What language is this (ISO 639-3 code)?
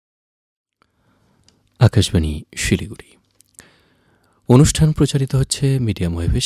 ben